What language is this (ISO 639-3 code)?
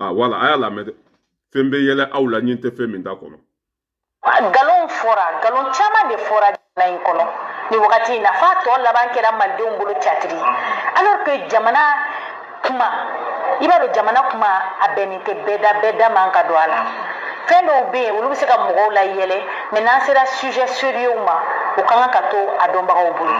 bam